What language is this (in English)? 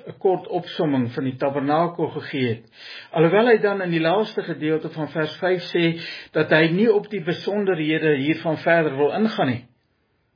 Afrikaans